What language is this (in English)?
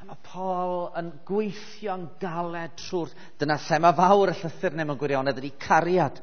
Welsh